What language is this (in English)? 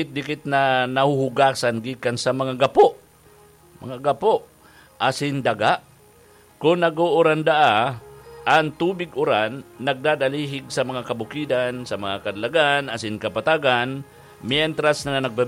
Bikol